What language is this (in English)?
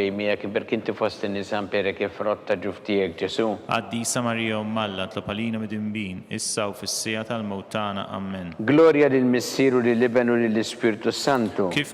Maltese